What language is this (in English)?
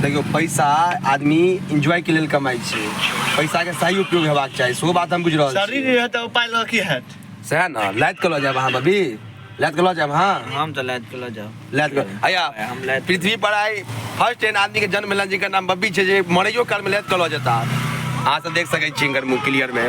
Maithili